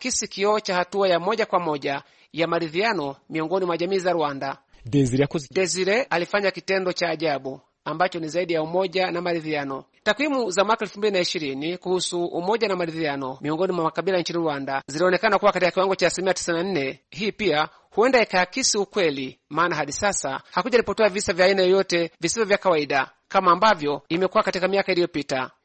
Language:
Swahili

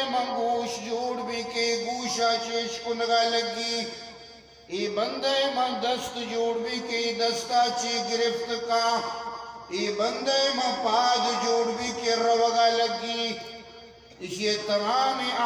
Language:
Eastern Balochi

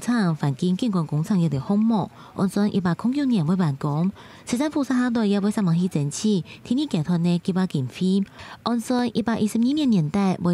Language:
Hakka Chinese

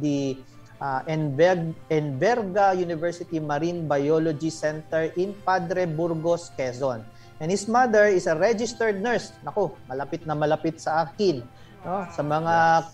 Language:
Filipino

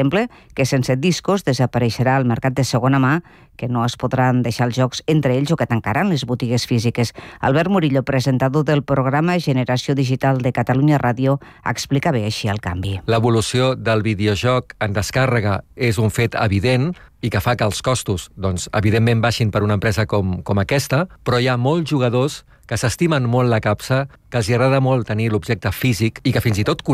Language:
Catalan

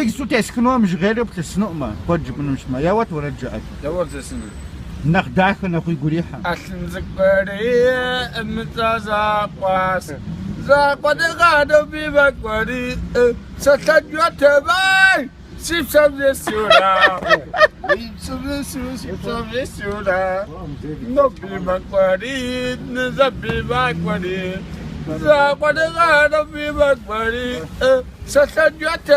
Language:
Kabardian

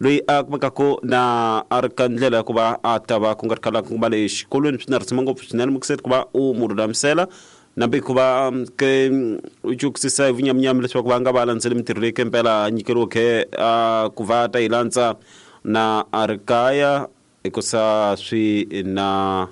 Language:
Tsonga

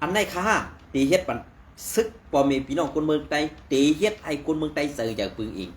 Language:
Shan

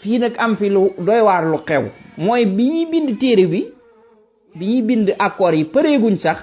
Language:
Wolof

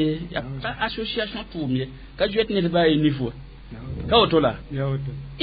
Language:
Mossi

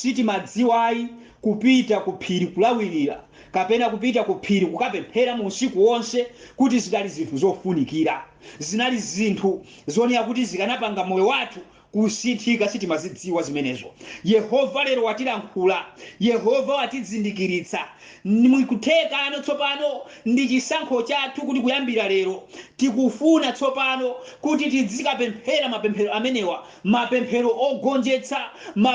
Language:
Nyanja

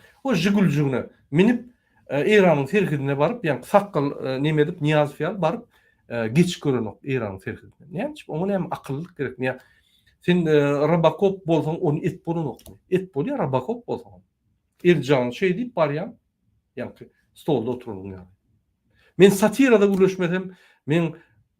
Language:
Turkmen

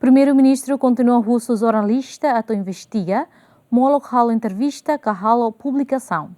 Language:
Tetum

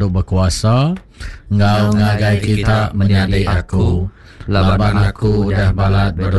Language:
Iban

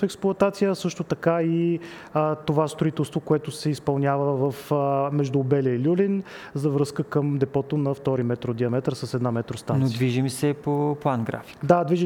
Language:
Bulgarian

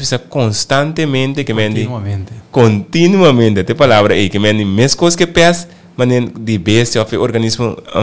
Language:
Papiamento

